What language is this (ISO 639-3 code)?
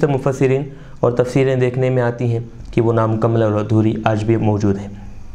urd